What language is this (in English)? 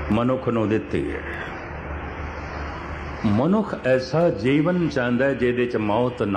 Punjabi